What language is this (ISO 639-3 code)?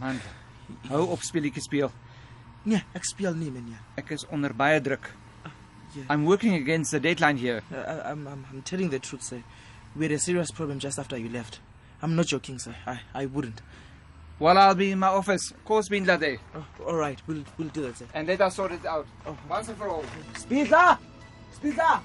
nbl